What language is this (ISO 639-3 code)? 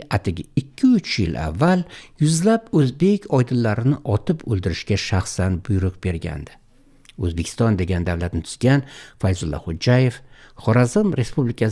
uzb